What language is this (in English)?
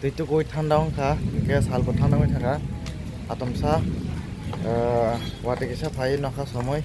Kok Borok